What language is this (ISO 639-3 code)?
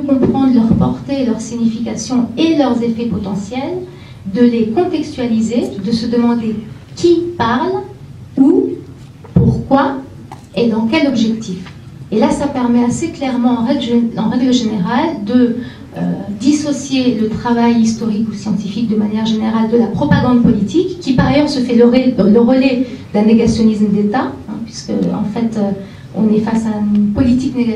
fra